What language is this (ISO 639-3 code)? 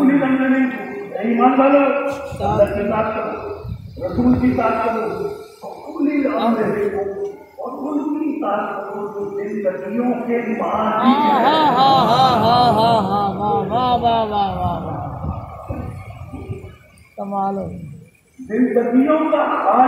urd